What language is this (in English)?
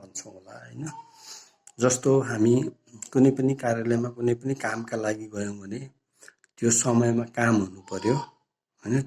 Nepali